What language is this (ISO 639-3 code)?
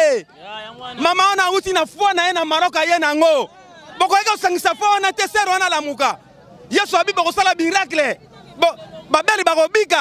lin